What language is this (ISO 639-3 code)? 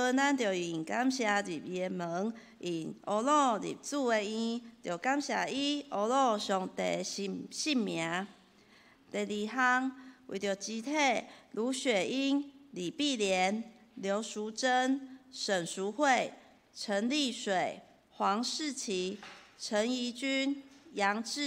nan